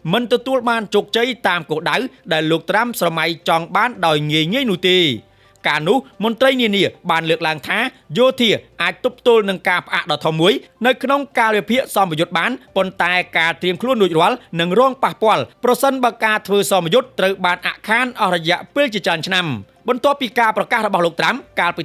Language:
Khmer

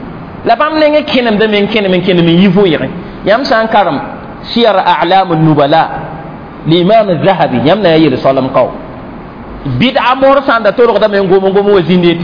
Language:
Mossi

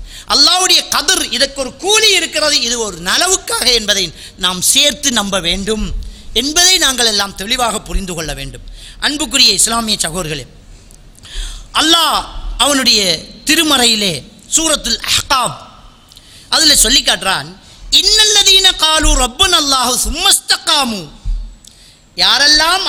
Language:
Tamil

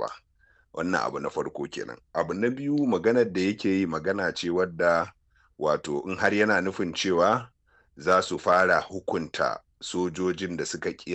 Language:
Hausa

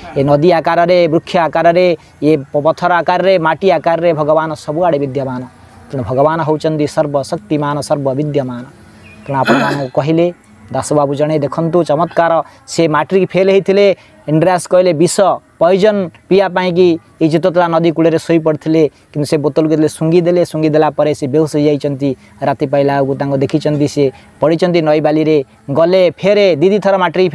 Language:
Odia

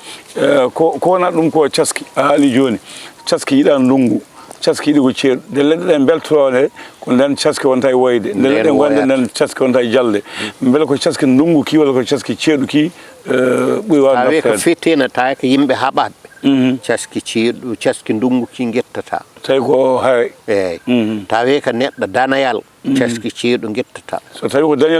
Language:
Fula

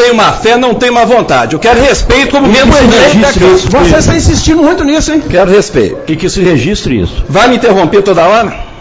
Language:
Portuguese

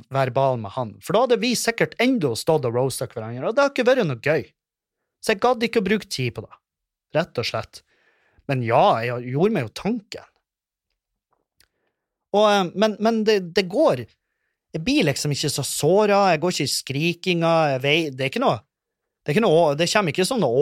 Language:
Norwegian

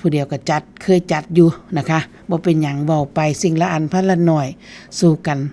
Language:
Northeastern Thai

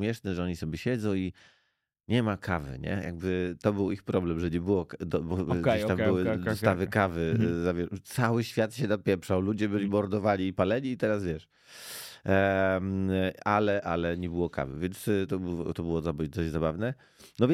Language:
Polish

